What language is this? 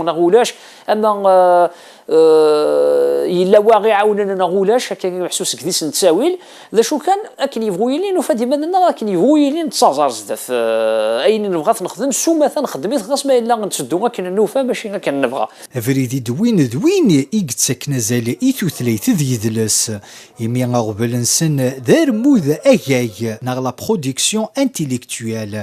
Kabyle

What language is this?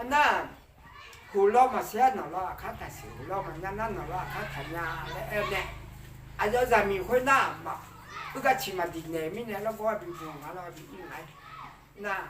Akha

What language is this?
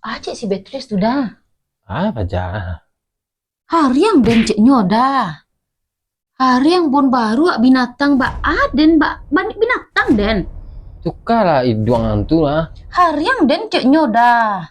Minangkabau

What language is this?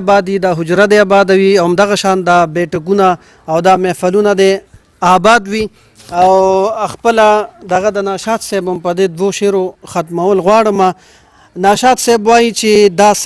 Pashto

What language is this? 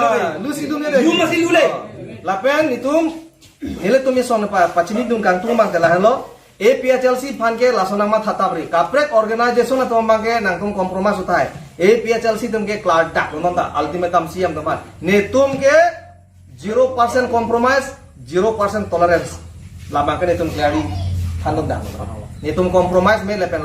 Karbi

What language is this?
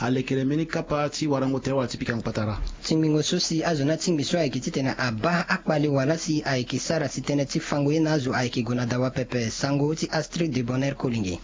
Sango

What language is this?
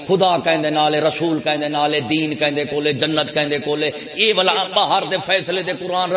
Saraiki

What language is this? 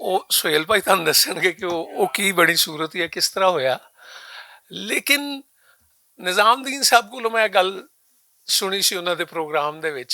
Western Panjabi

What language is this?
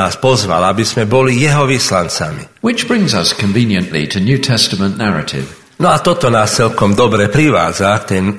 Slovak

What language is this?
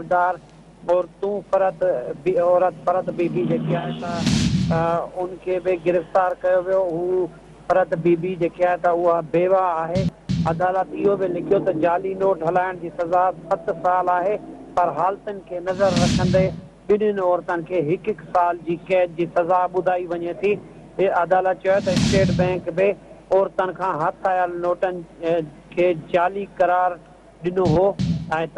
Sindhi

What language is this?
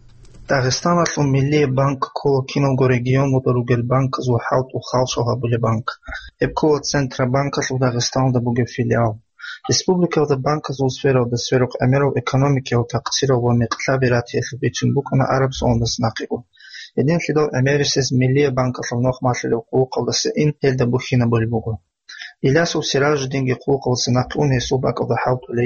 Avaric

